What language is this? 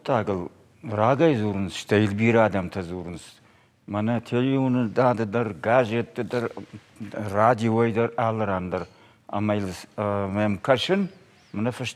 Ossetic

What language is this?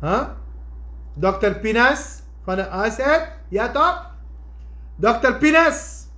Sranan Tongo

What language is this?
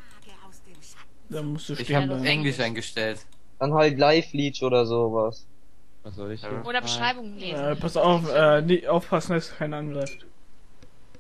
German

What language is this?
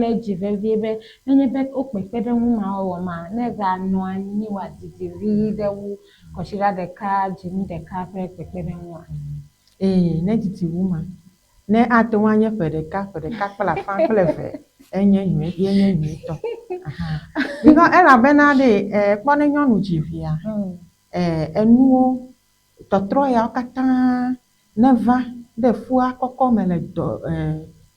Ewe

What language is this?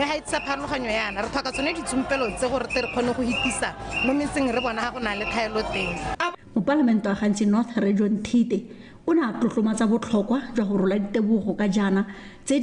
Tswana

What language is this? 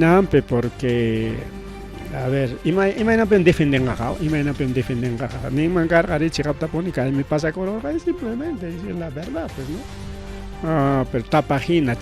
Ayacucho Quechua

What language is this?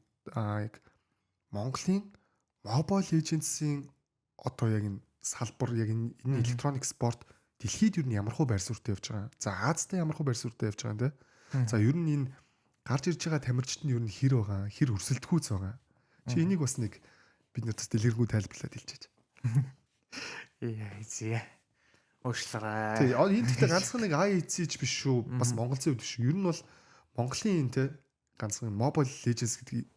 Mongolian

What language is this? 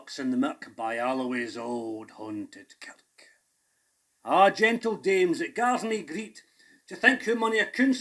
Scots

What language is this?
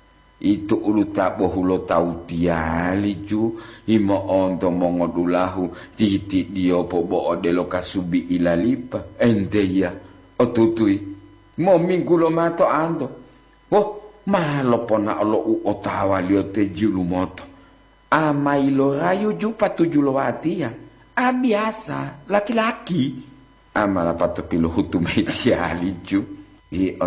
Gorontalo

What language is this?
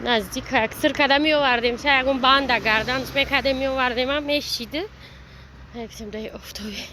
Tajik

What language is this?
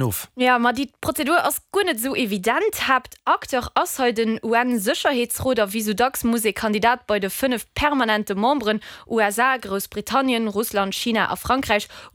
Luxembourgish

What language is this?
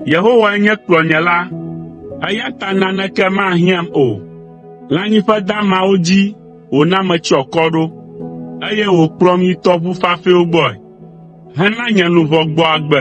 Ewe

